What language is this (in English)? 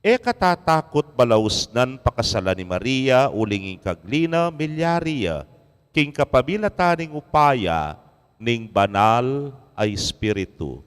Pampanga